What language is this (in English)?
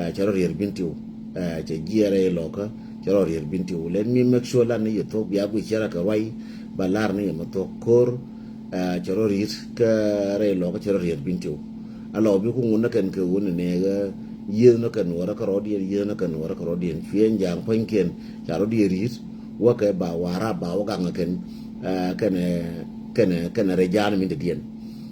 Nuer